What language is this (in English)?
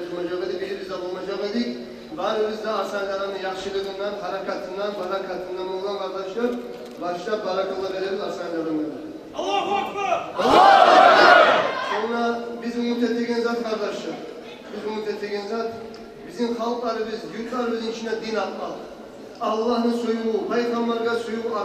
Kumyk